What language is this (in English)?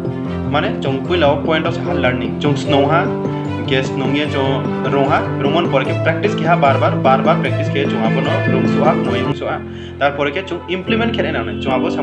Riang (India)